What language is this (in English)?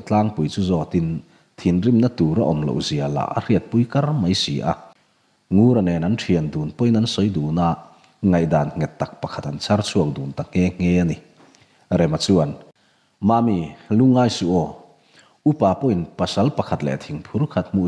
Mizo